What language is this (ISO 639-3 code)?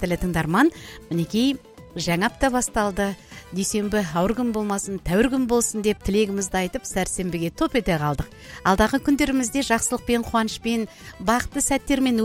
kaz